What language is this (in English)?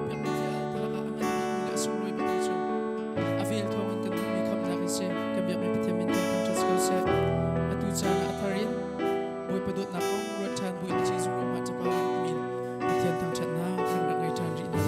Hakha Chin